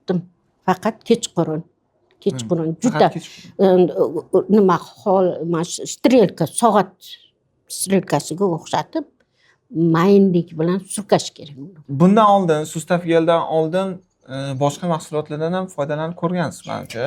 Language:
Uzbek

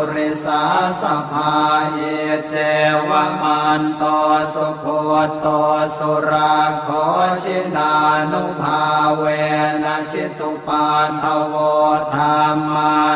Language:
Pali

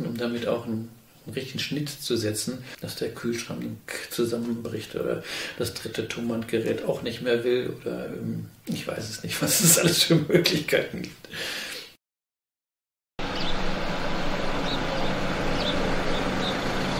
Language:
German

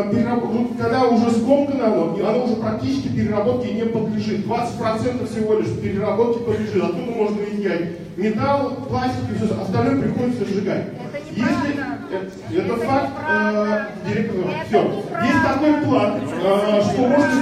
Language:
Russian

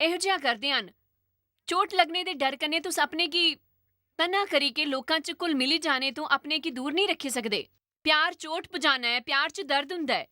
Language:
Dogri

